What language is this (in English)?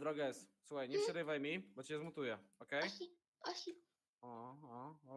Polish